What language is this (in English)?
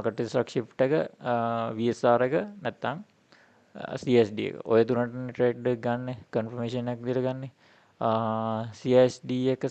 Sinhala